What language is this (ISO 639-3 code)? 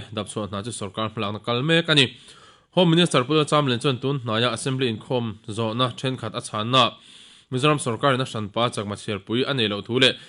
lus